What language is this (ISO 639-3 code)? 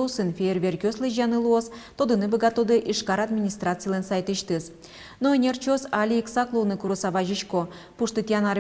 udm